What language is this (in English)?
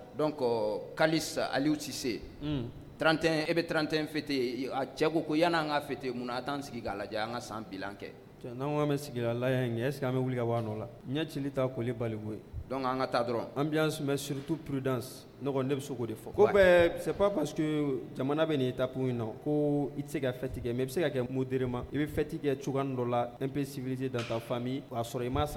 Bambara